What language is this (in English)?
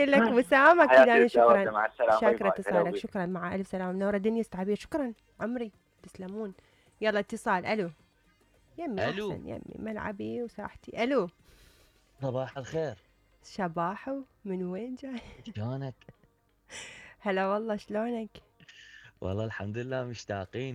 Mesopotamian Arabic